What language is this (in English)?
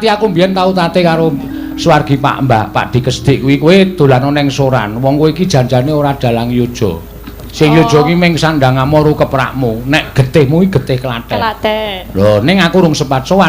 Javanese